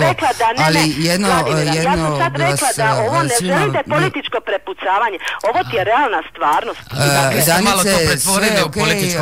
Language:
Croatian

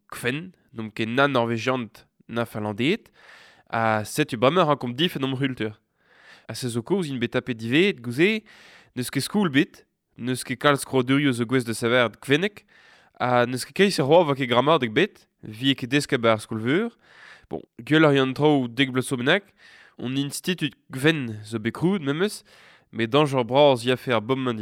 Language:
Breton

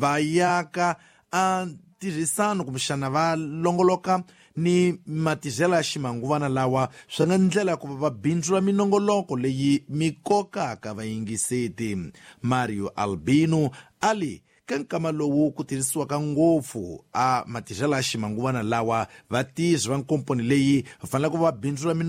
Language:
Tsonga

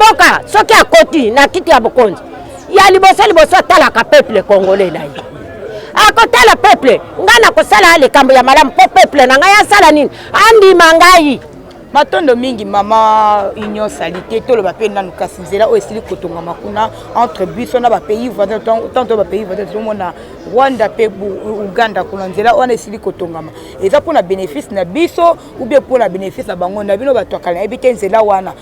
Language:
Lingala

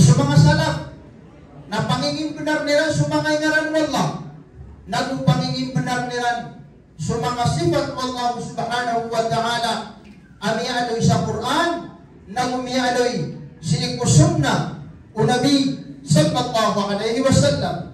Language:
Maranao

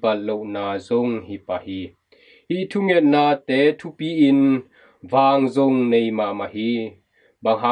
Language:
Tedim Chin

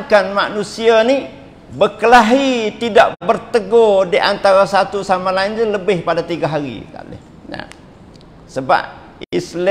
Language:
Malay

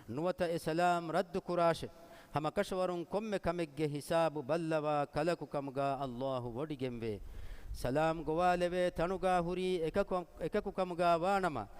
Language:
Divehi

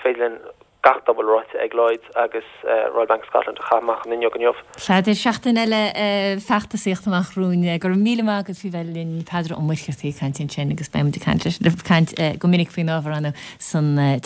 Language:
Irish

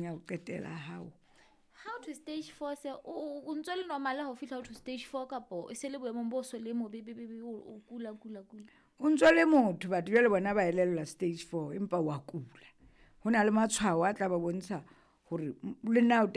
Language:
Southern Sotho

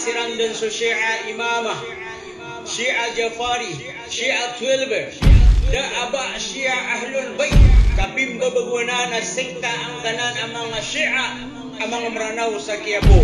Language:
Maranao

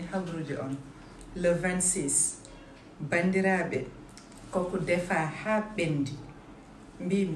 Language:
Fula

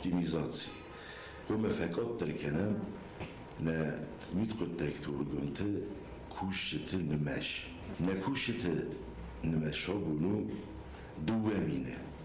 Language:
Ossetic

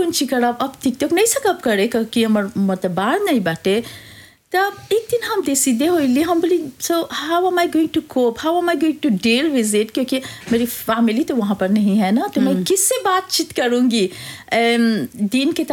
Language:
Bhojpuri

